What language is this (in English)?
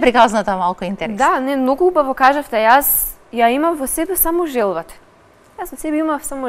Macedonian